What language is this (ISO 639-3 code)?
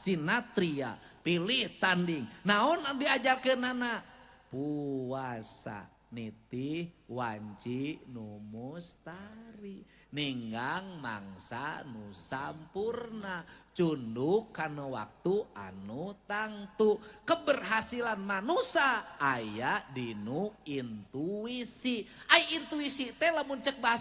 sun